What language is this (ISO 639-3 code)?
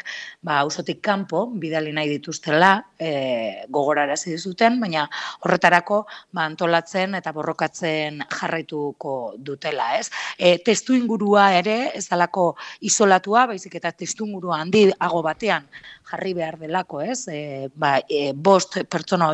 eus